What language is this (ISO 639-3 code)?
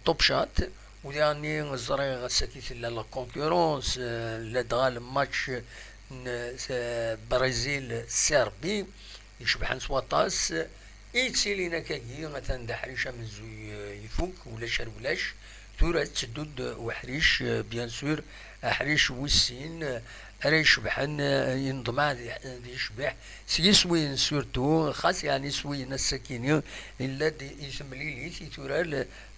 kab